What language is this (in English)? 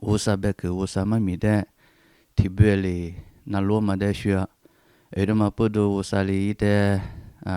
Lisu